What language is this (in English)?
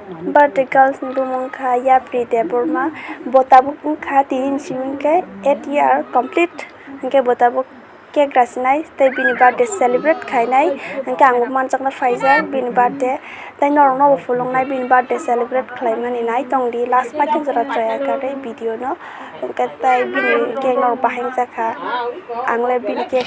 Kok Borok